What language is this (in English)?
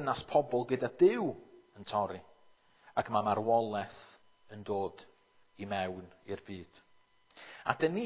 Welsh